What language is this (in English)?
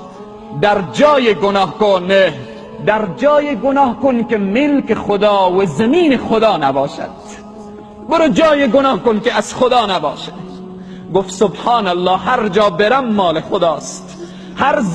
Tajik